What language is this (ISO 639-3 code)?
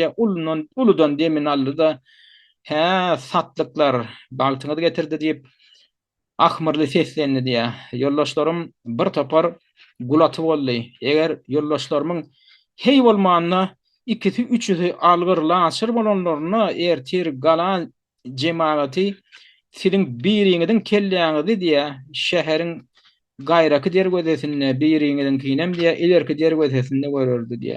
tuk